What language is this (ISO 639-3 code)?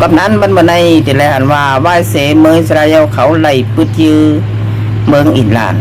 shn